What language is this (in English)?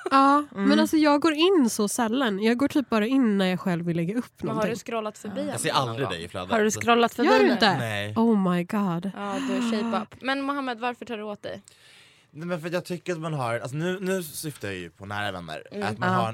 Swedish